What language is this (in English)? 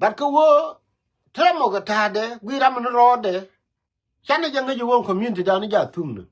Nuer